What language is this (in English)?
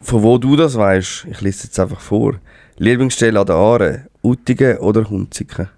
Swiss German